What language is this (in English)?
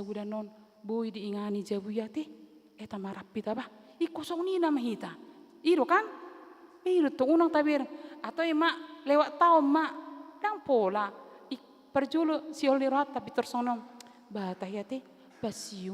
Batak Toba